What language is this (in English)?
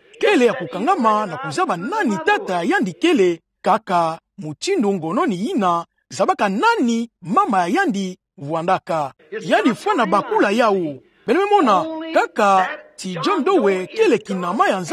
Kituba (Democratic Republic of Congo)